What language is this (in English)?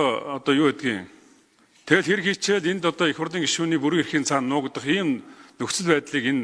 Mongolian